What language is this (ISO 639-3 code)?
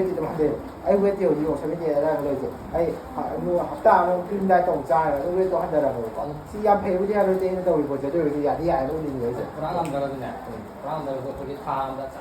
mni